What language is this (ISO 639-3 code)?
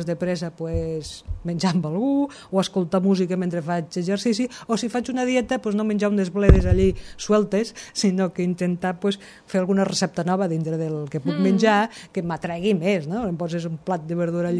cat